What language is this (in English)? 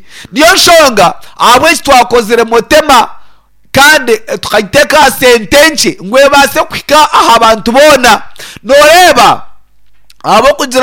Nyankole